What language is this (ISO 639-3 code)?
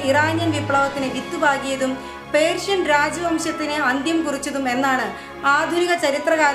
mal